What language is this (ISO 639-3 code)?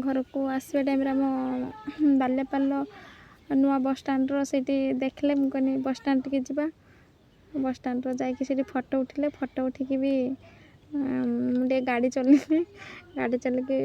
ori